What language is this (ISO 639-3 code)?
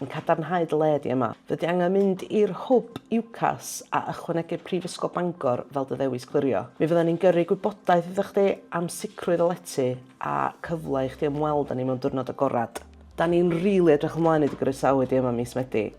cym